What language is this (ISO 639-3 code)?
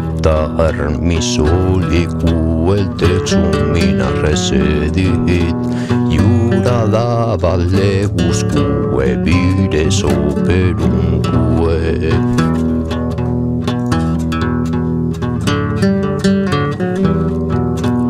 lat